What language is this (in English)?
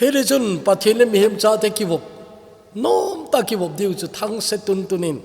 Thado Chin